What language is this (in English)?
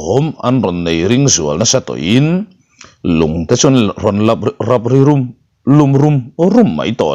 Mizo